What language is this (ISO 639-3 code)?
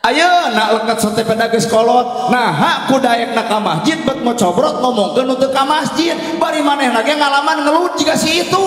sun